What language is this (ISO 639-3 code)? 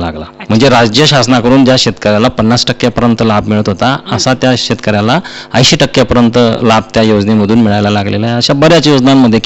mar